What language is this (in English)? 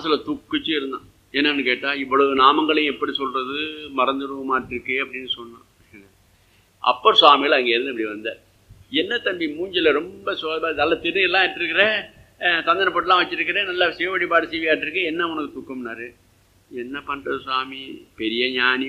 Tamil